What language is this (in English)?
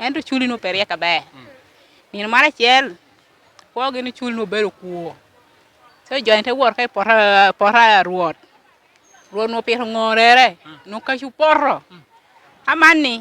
Lango (Uganda)